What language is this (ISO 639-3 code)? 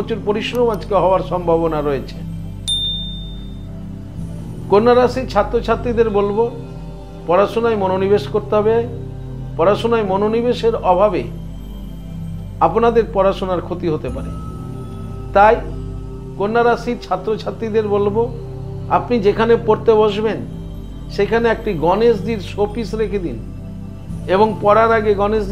ben